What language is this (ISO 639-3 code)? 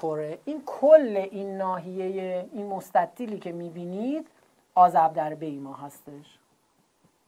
fas